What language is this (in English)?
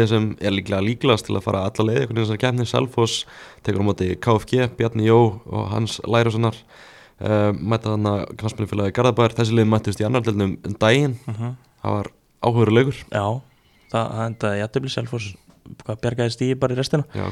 Icelandic